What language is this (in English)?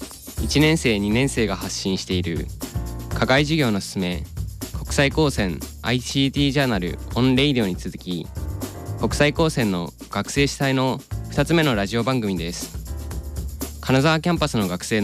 Japanese